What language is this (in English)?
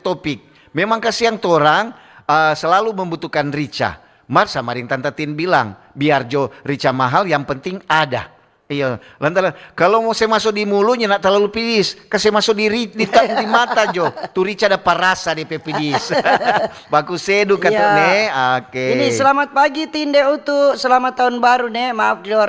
Manado Malay